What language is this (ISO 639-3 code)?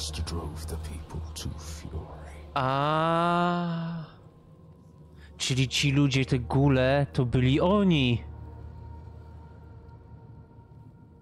pol